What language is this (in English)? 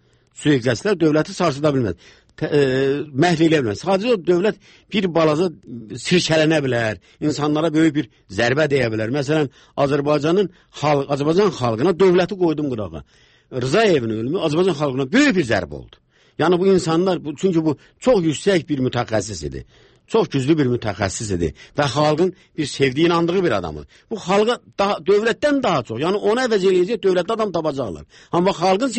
Azerbaijani